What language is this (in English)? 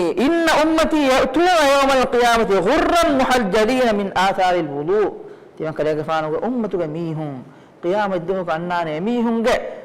Divehi